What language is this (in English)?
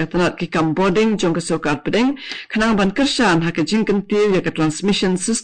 Khasi